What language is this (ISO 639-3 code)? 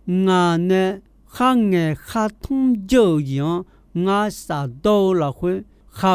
ahk